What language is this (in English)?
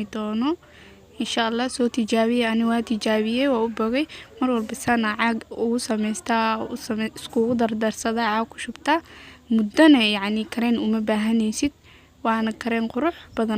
Somali